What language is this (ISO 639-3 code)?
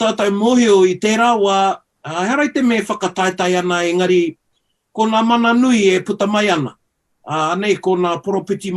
mri